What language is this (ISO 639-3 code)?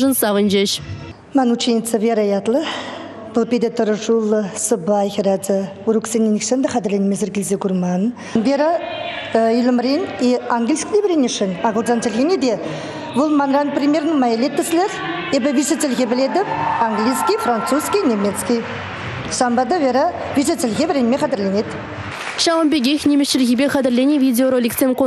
chv